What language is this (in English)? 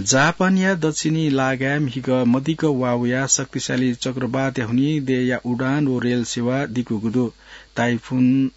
Newari